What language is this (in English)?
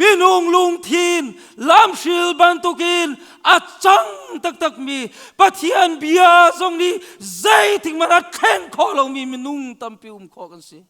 Hakha Chin